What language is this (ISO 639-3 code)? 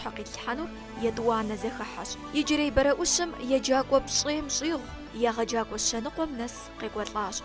kbd